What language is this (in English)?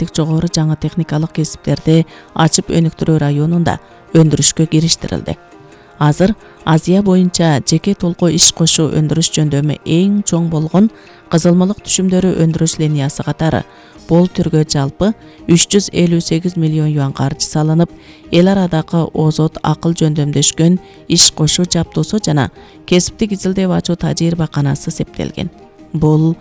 Kyrgyz